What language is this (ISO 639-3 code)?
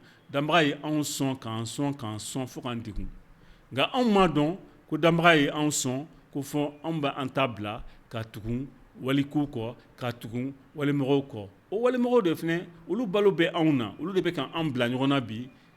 bam